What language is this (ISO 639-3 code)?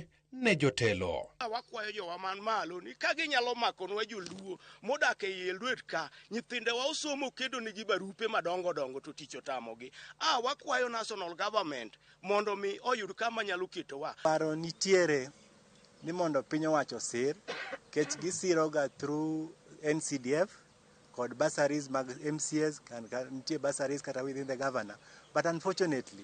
luo